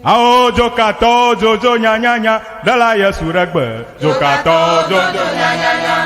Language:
Ewe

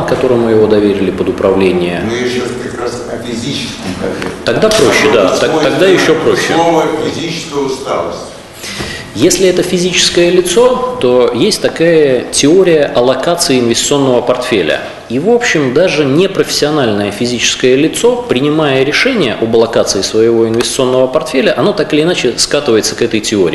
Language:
Russian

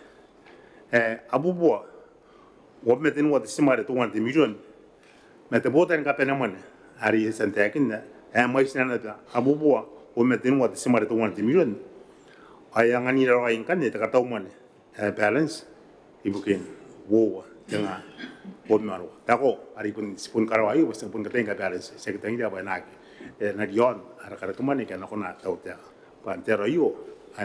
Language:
Gilbertese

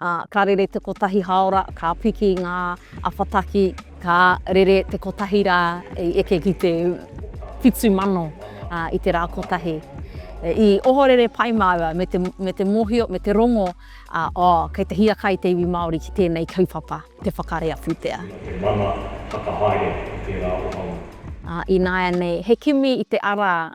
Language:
Māori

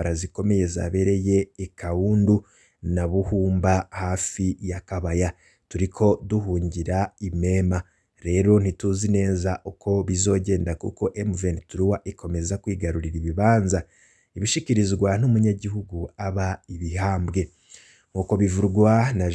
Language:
Rundi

